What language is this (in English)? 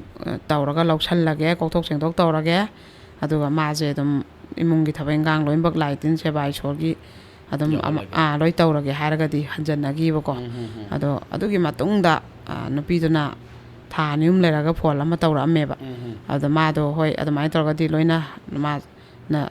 Manipuri